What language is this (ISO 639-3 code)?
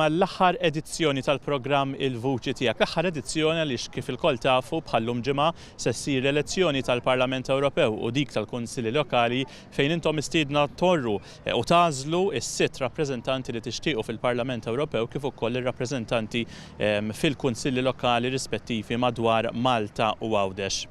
mlt